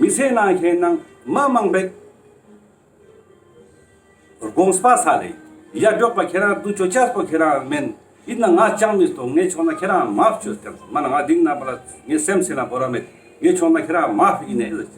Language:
Ladakhi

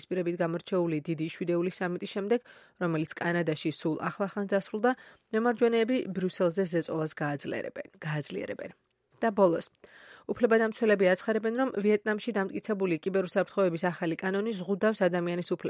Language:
Georgian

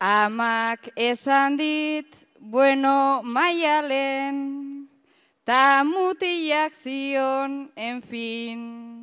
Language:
Basque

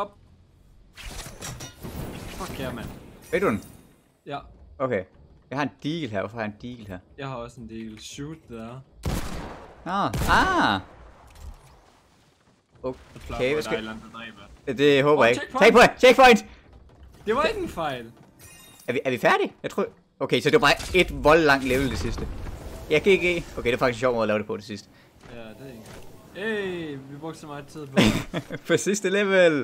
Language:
Danish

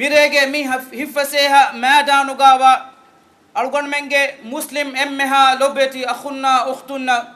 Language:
Divehi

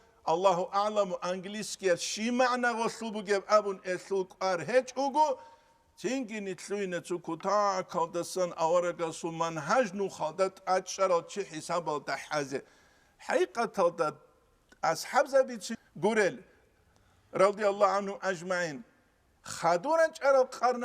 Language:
Avaric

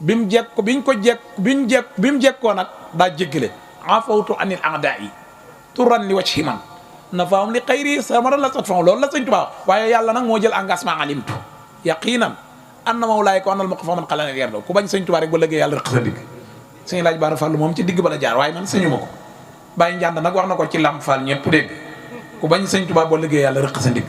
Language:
Wolof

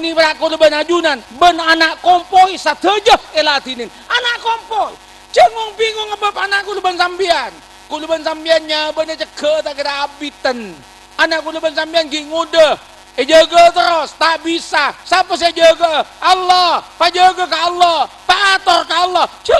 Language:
Madurese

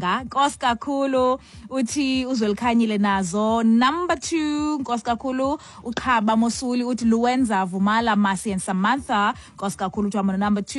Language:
Xhosa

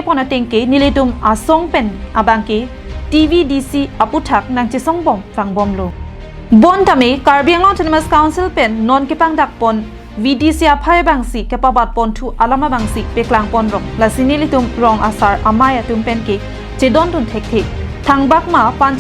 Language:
Karbi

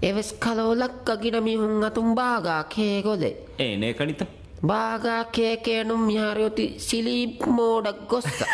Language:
Divehi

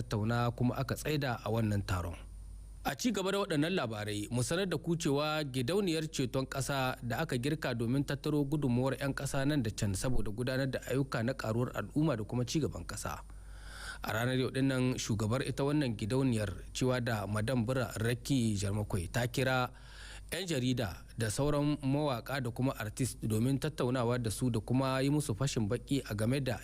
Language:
Hausa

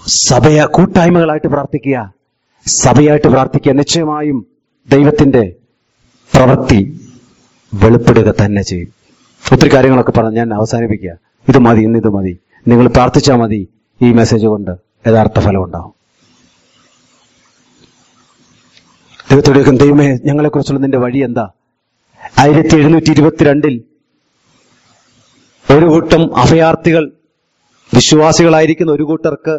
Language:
Malayalam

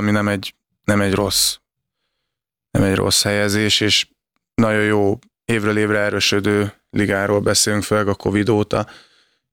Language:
Hungarian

